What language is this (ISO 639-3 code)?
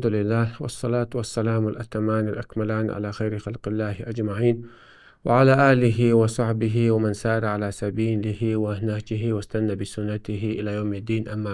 che